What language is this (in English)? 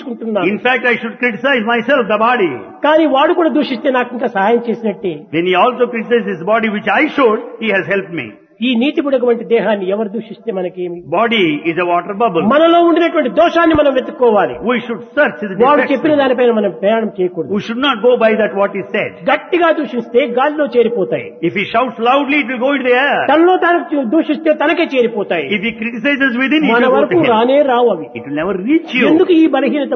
Telugu